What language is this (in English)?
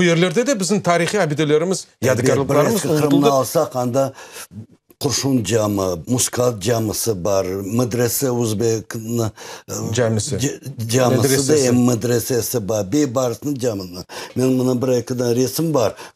Crimean Tatar